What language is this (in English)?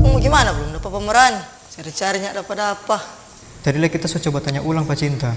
Manado Malay